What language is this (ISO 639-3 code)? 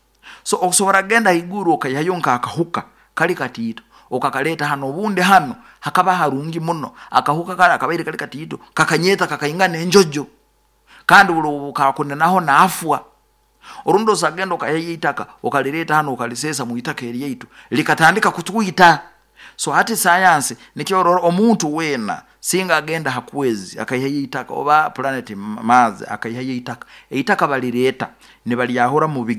nyo